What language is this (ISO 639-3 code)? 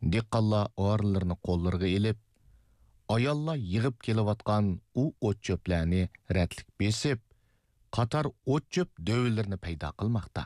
uig